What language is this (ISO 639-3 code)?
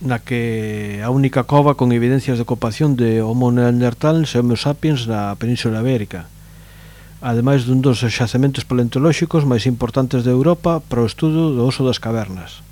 glg